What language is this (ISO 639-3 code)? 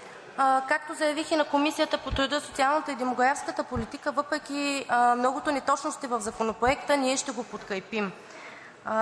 bul